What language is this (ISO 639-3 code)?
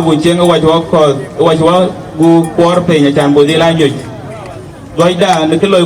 din